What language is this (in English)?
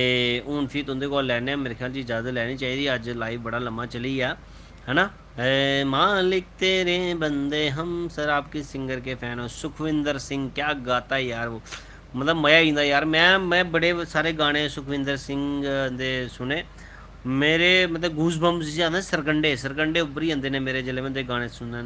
Dogri